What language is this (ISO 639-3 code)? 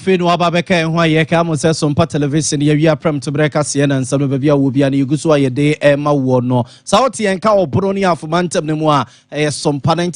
aka